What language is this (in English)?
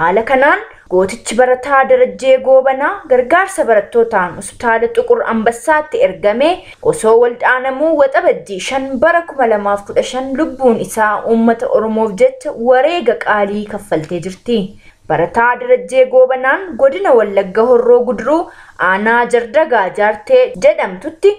Oromo